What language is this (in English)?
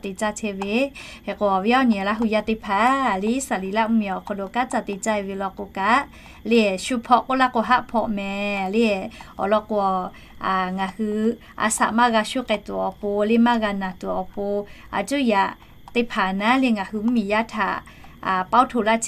Lahu